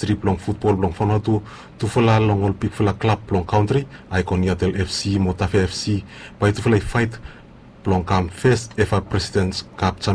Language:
Bislama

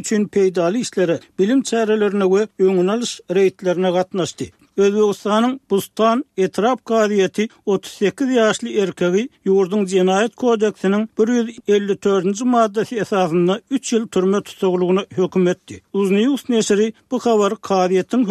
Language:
Turkmen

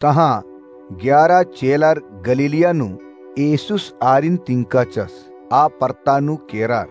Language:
Kurukh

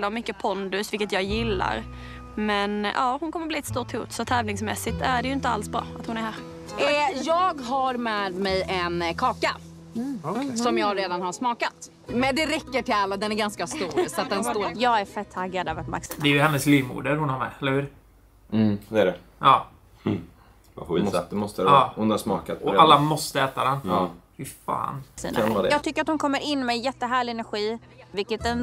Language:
Swedish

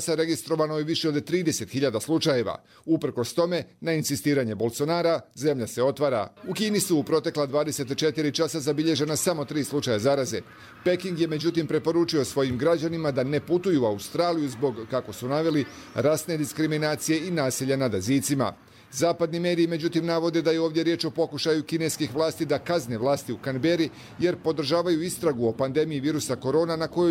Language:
Bosnian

